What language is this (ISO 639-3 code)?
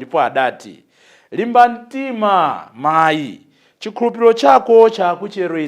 nya